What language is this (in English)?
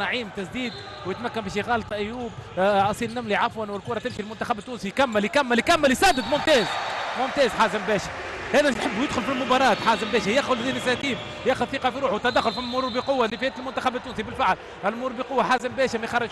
Tunisian Arabic